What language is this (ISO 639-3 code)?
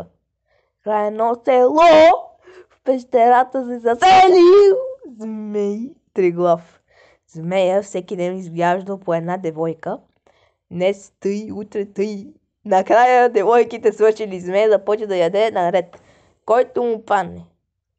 bul